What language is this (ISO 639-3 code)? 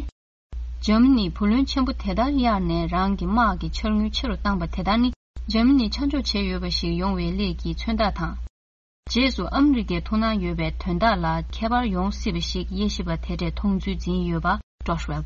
bod